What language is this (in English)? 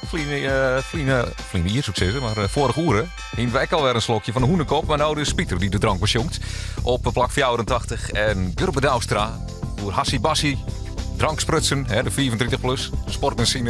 Western Frisian